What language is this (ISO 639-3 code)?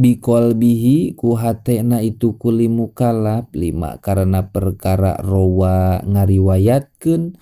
sun